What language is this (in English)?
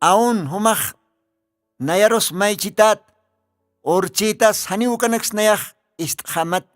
Aymara